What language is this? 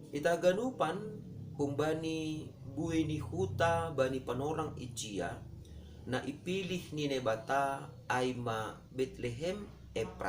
Batak Simalungun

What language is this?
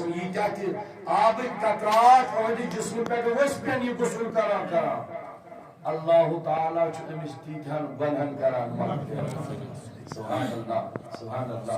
Kashmiri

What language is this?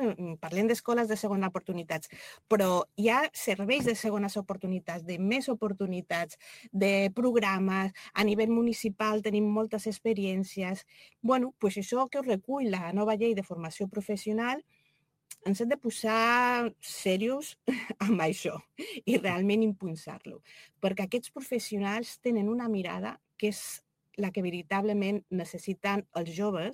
Catalan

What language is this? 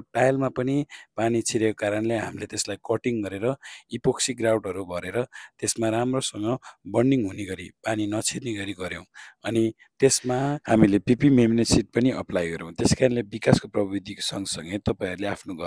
Nepali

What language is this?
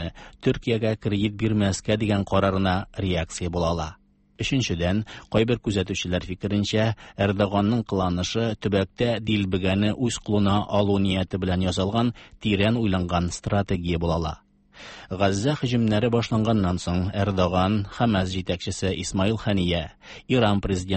Tatar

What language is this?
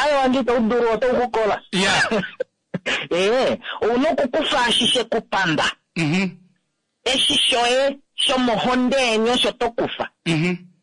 Kuanyama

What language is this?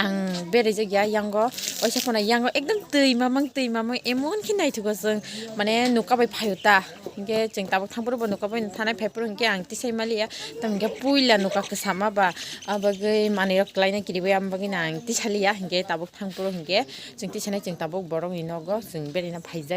Kok Borok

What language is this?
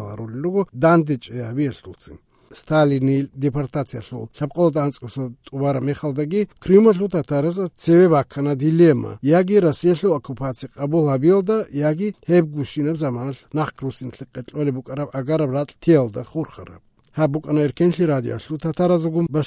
Georgian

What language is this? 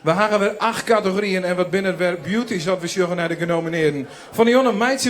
Western Frisian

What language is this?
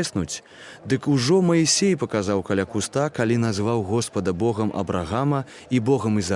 Belarusian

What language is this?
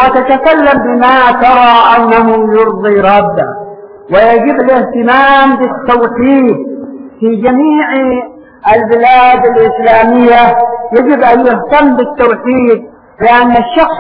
Arabic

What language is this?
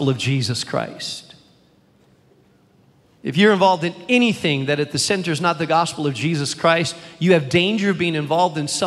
English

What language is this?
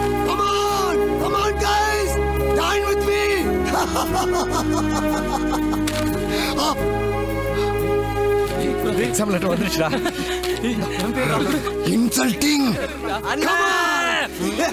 Tamil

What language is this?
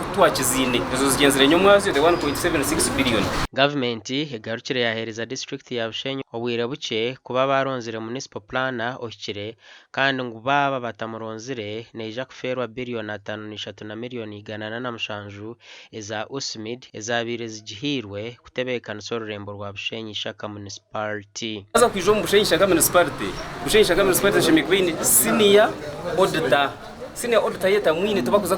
Nyankole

